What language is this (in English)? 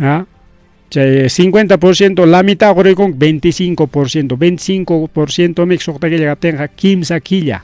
Ayacucho Quechua